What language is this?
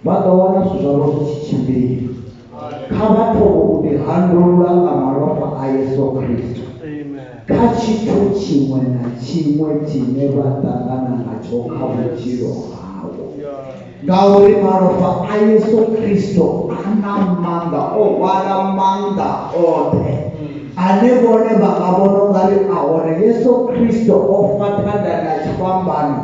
Venda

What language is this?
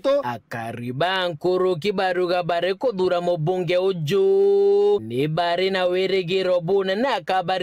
Meru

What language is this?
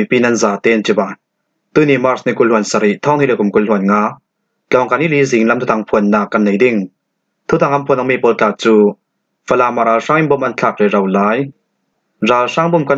Falam Chin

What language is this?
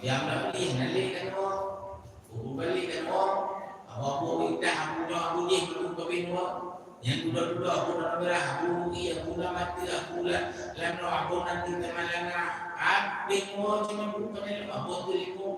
Achinese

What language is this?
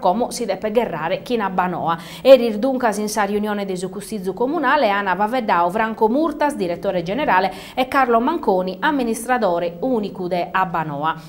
Sardinian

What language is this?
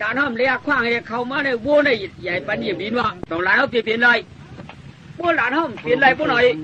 Shan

